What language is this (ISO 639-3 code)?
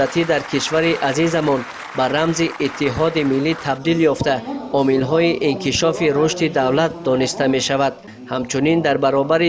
tgk